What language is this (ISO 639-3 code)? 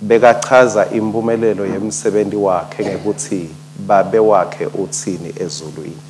ssw